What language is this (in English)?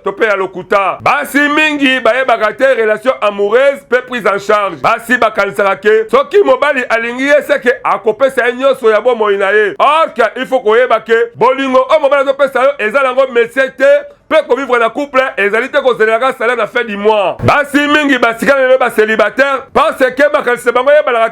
Lingala